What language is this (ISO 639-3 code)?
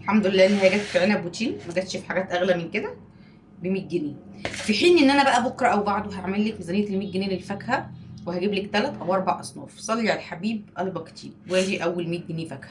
arz